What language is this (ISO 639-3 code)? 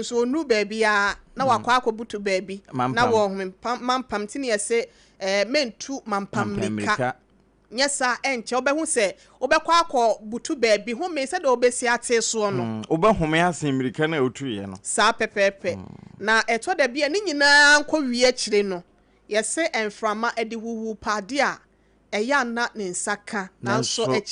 aka